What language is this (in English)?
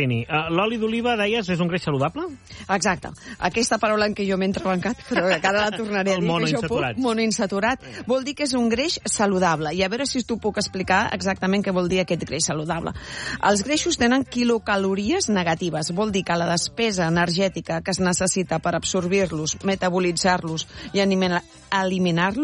Catalan